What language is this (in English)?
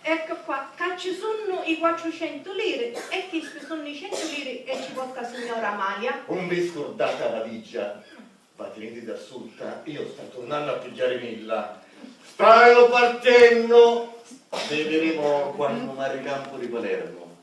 Sicilian